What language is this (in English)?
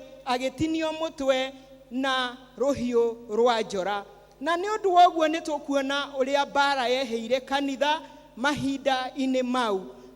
Kikuyu